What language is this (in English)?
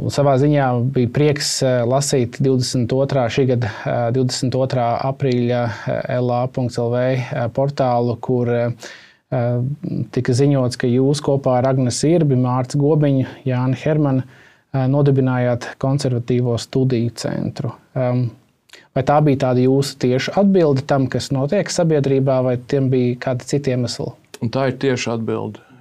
Latvian